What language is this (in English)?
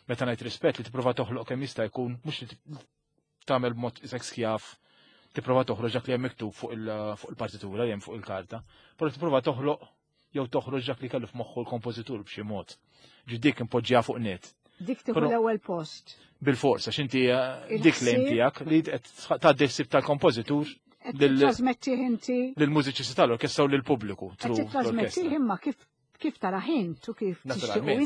Maltese